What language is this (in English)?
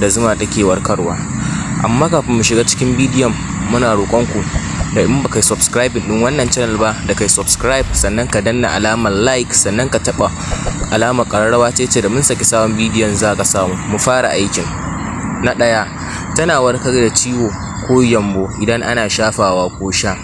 Hausa